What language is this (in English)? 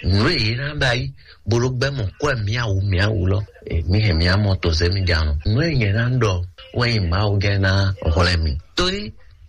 Fon